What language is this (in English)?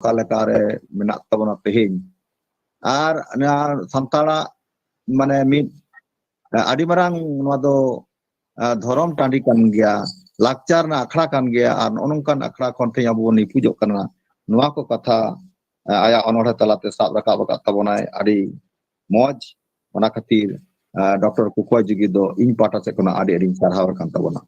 Santali